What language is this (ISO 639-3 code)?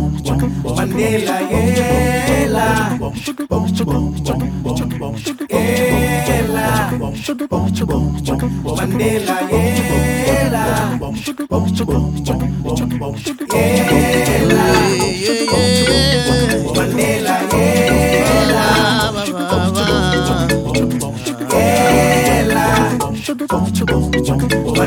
tam